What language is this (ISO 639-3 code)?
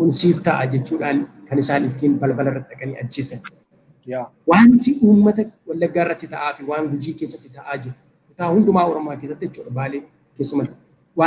orm